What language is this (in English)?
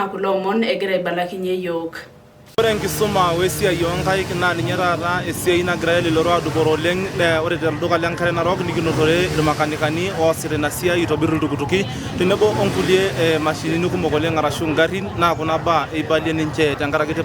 Masai